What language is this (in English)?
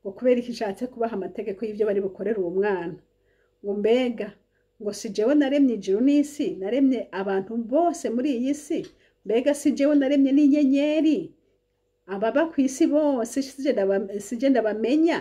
Rundi